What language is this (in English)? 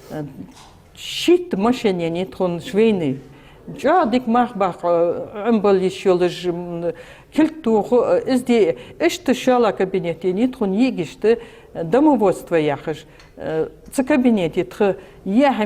Ingush